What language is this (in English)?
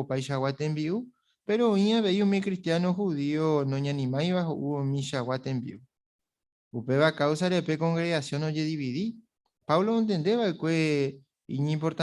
Guarani